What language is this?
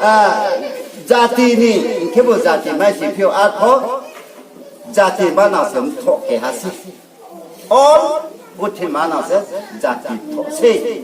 Riang (India)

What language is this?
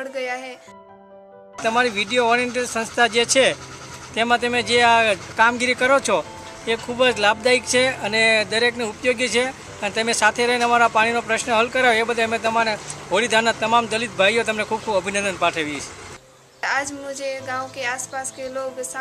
Gujarati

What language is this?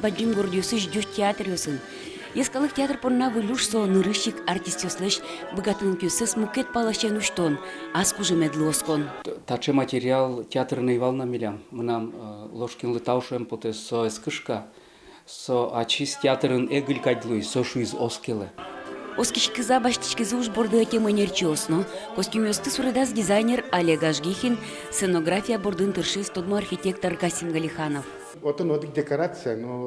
Udmurt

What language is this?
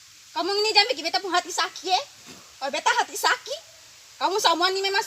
Ambonese Malay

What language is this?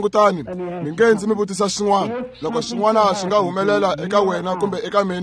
Tsonga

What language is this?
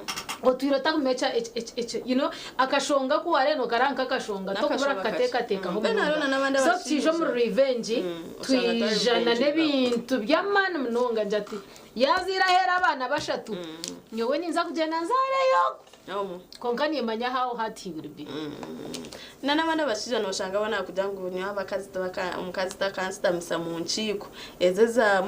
Nyankole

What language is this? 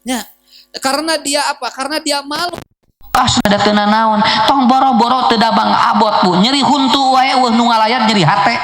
Sundanese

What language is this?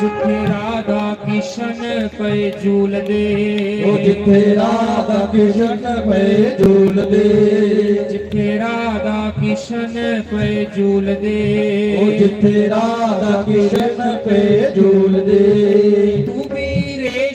Dogri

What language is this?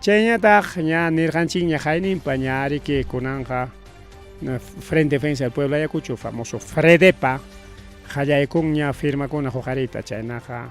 Ayacucho Quechua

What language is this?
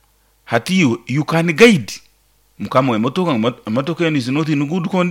Nyoro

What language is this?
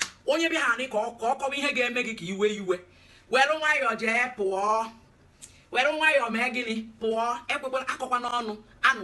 Igbo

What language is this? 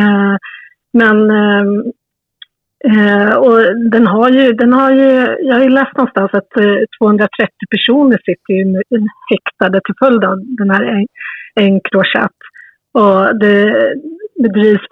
Swedish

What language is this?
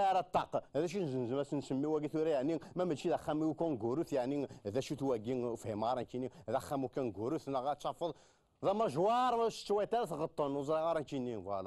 Kabyle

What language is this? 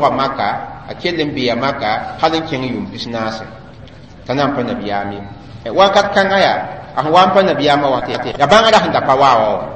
Mossi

